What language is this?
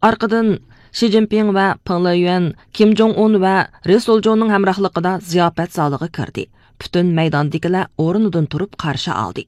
Uyghur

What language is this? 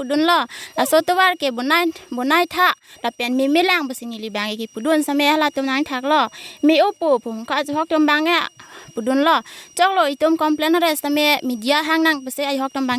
Karbi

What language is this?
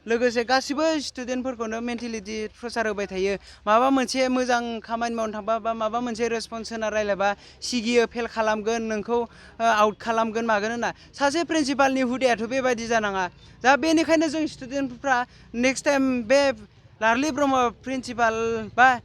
Bodo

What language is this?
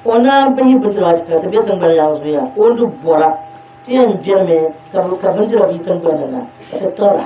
Dagbani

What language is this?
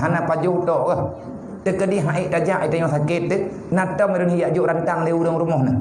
Achinese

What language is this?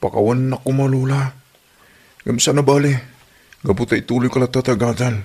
Iloko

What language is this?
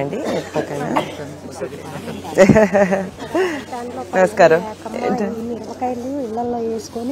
Telugu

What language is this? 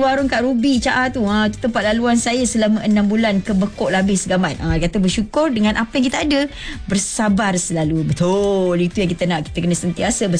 Malay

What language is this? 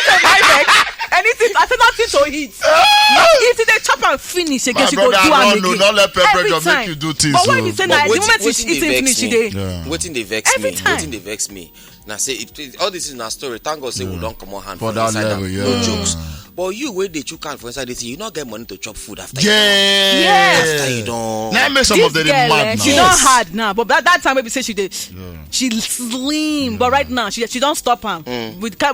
Nigerian Pidgin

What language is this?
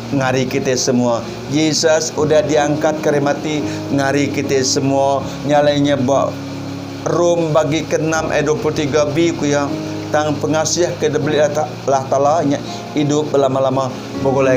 Iban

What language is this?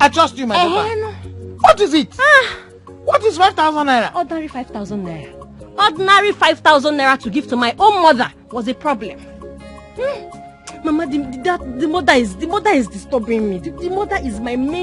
Nigerian Pidgin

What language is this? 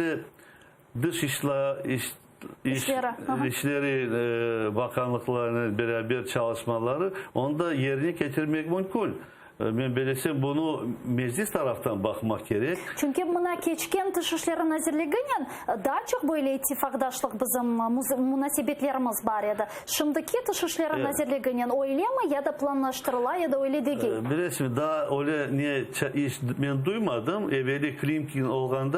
Crimean Tatar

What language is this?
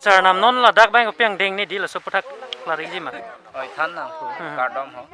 Karbi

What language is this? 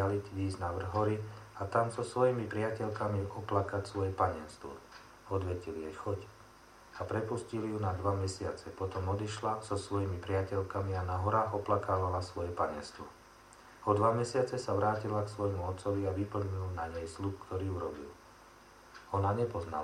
Slovak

